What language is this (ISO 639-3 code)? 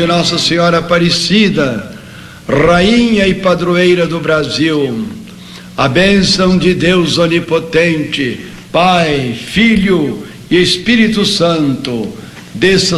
por